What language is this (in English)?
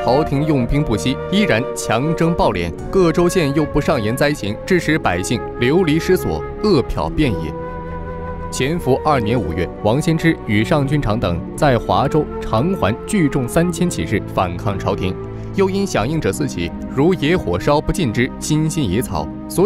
Chinese